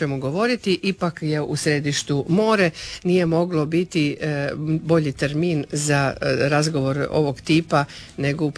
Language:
Croatian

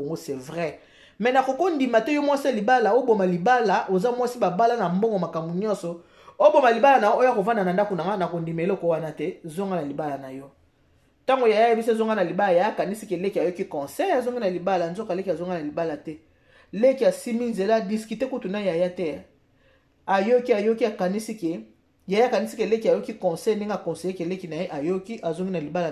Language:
Lingala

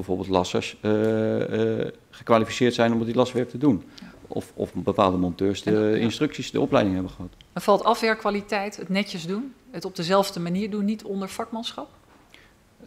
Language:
Dutch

